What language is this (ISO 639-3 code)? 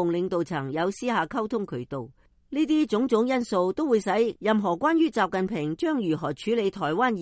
yue